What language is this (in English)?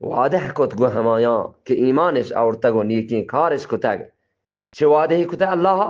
Eastern Balochi